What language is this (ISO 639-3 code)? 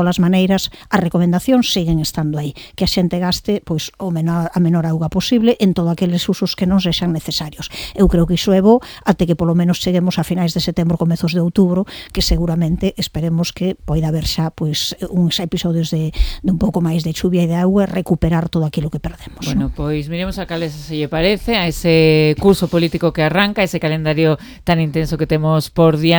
glg